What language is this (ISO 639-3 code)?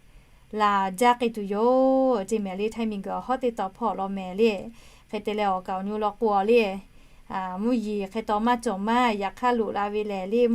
lhu